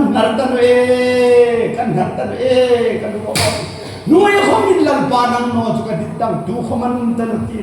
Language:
Hmar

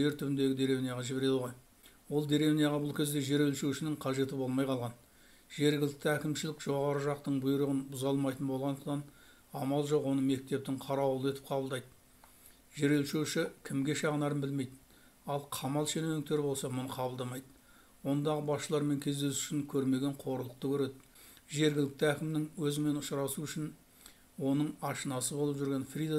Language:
Kazakh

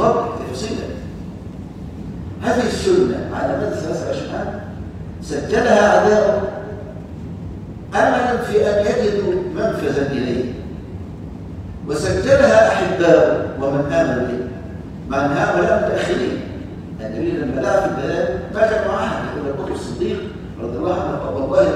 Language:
Arabic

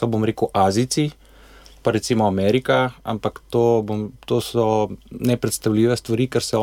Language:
Slovenian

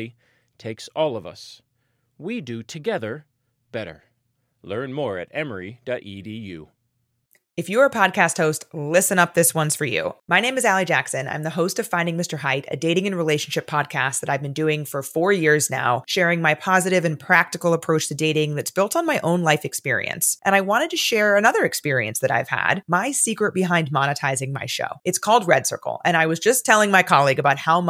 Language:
English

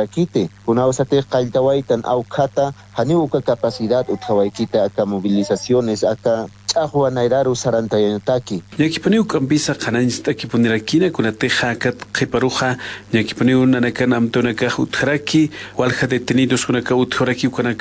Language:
Aymara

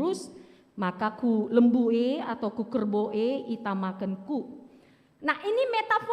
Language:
Batak Karo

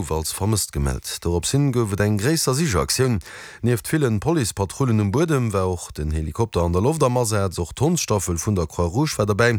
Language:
Luxembourgish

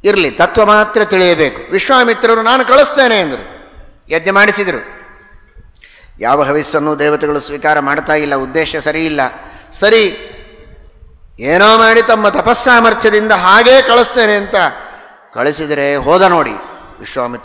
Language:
Kannada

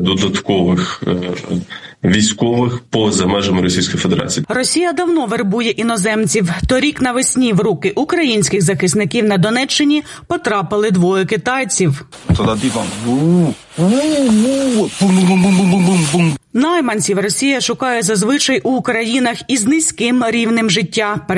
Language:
Ukrainian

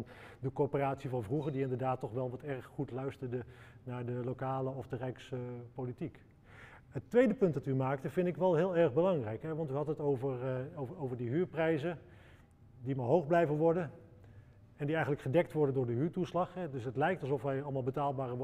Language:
Dutch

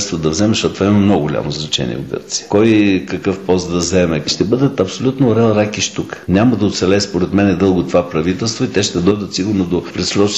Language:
Bulgarian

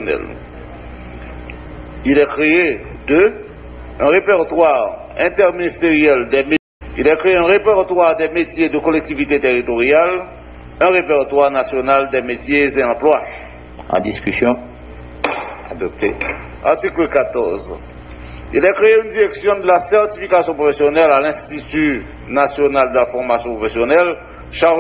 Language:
French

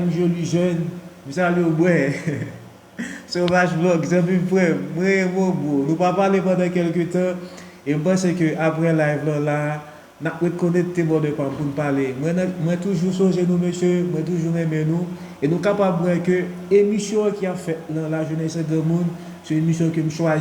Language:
Haitian Creole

